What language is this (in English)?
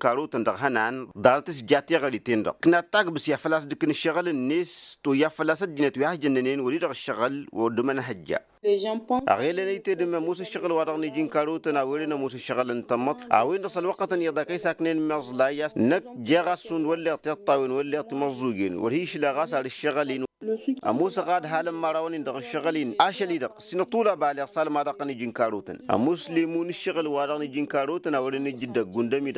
Tamasheq